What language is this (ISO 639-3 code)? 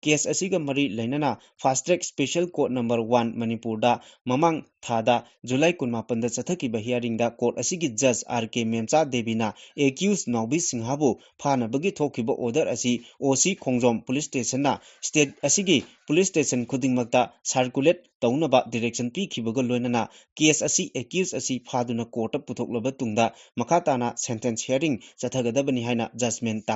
mni